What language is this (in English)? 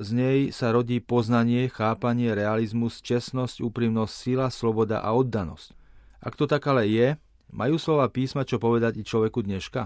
Slovak